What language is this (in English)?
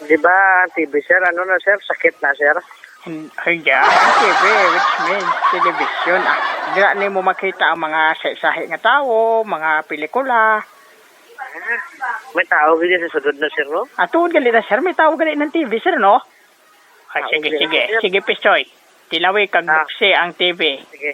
Hiligaynon